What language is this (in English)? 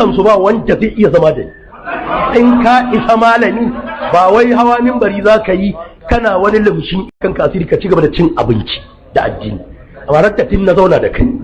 Hausa